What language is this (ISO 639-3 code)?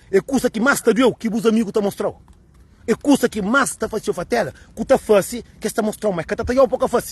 kea